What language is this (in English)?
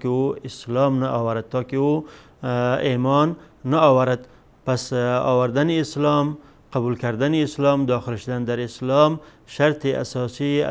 Persian